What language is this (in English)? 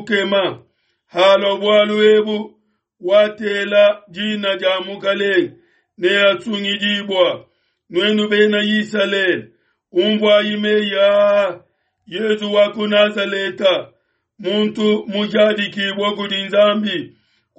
Luba-Lulua